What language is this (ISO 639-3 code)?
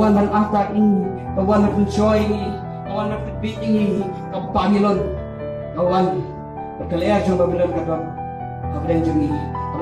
kha